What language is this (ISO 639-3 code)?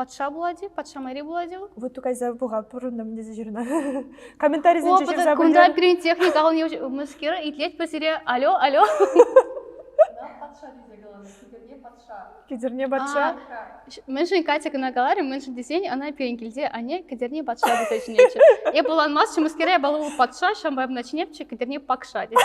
chv